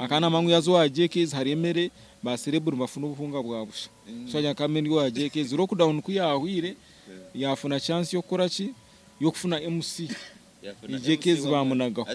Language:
Nyankole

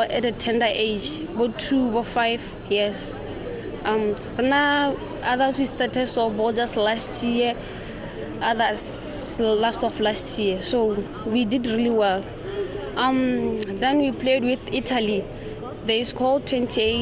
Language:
Tswana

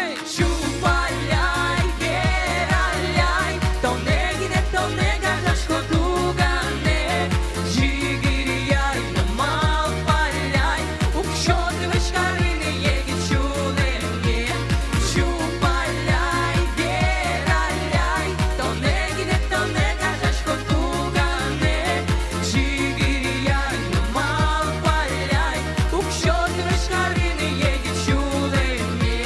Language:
Udmurt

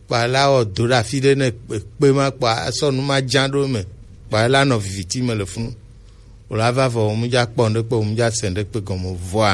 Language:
Gen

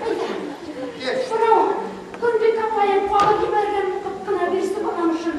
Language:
Bashkir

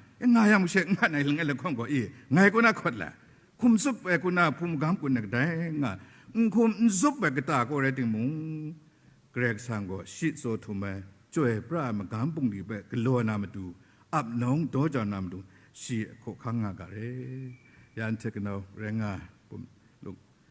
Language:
Kachin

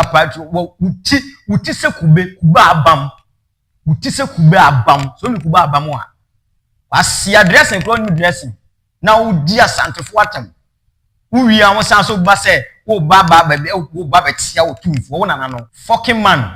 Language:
Akan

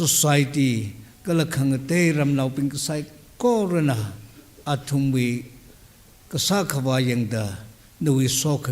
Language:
Tangkhul Naga (India)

